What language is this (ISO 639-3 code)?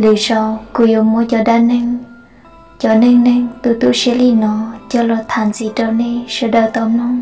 hmn